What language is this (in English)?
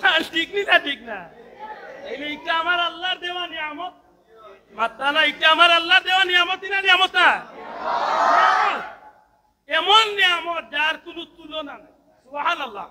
Sylheti